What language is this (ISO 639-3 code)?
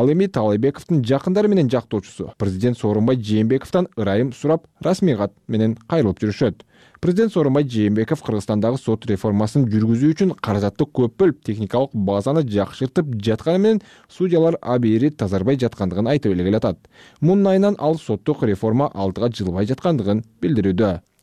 kir